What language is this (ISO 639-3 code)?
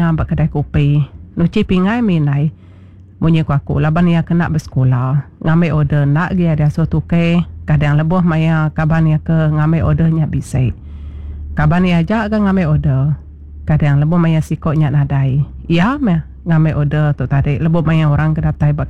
iba